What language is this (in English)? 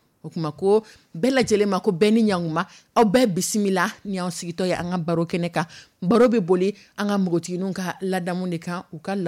Dyula